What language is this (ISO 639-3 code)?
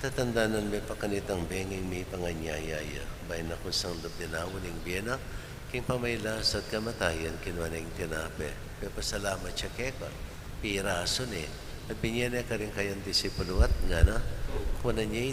pam